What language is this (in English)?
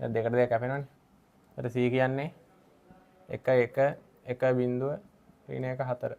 Sinhala